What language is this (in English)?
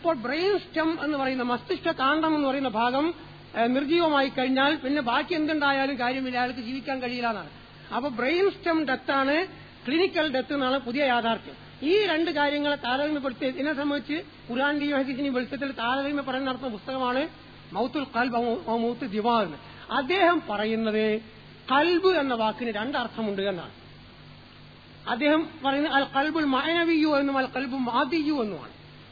Malayalam